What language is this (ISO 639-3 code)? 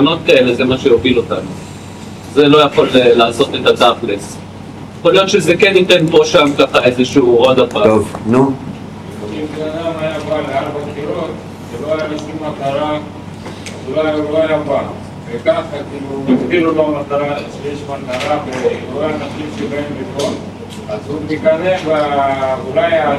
heb